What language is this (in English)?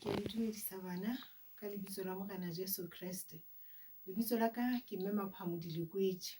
Southern Sotho